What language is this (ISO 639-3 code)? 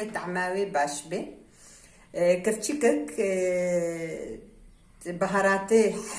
kur